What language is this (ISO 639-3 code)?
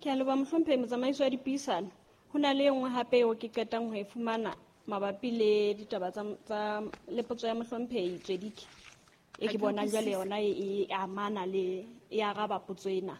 sot